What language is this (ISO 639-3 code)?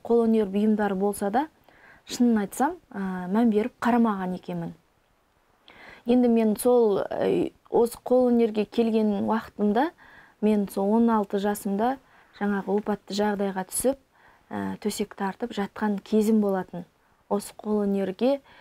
kaz